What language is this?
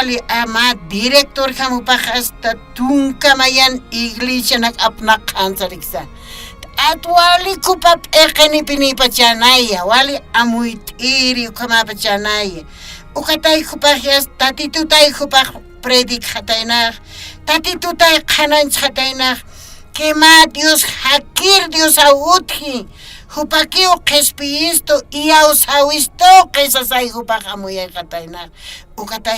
Aymara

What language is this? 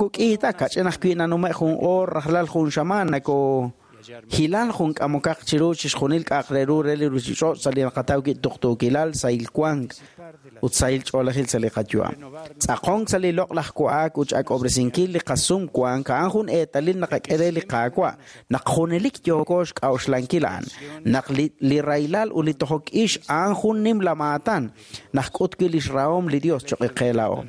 Kekchí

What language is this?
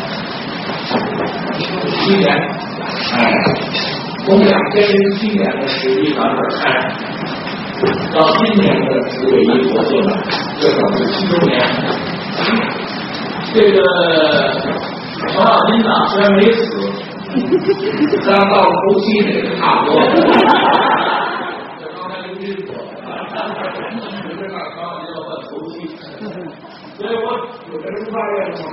Chinese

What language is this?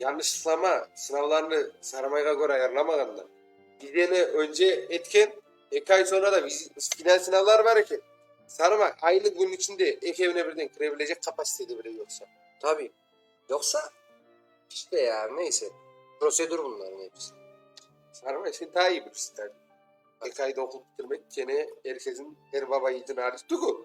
Crimean Tatar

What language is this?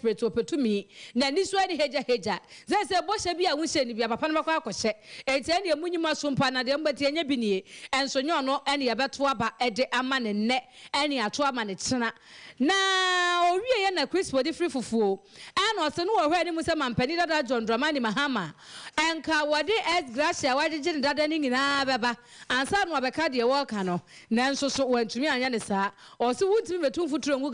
Akan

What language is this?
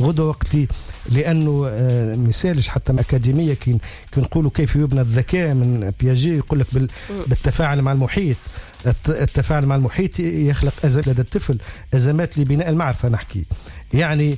Tunisian Arabic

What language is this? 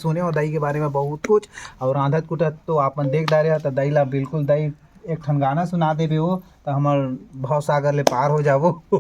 Chhattisgarhi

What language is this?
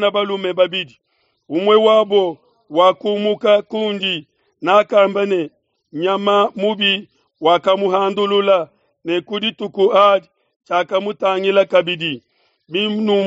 Luba-Lulua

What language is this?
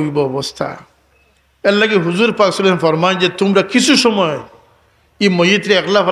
Sylheti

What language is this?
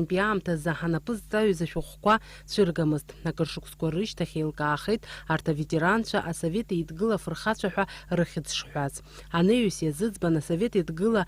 Abkhazian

